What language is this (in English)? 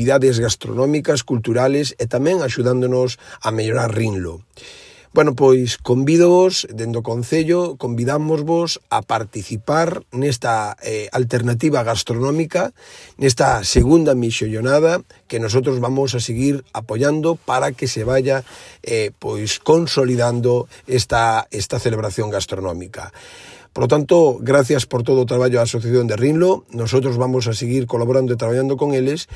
Galician